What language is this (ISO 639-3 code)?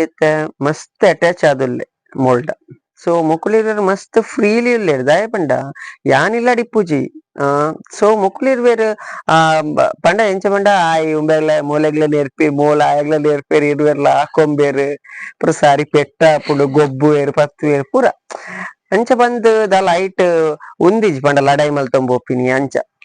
tcy